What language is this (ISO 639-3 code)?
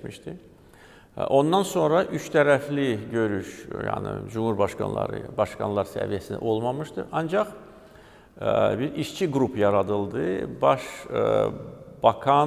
aze